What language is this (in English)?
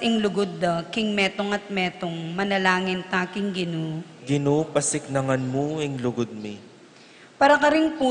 Pampanga